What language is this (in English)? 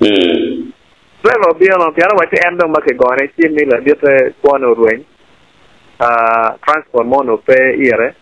Acoli